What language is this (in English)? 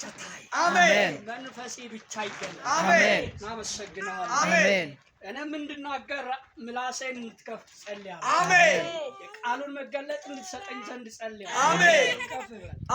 Amharic